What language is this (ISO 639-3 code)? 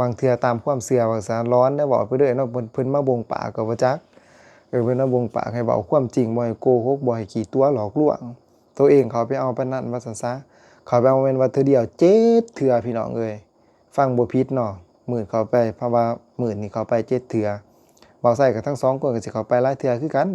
lao